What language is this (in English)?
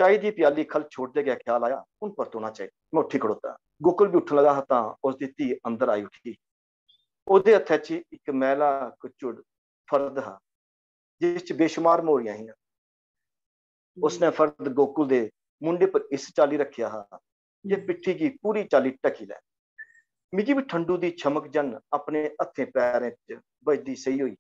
Dogri